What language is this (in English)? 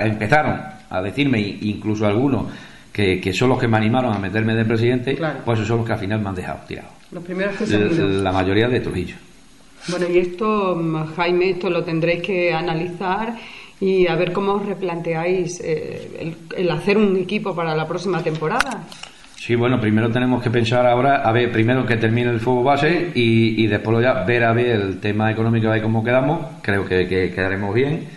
Spanish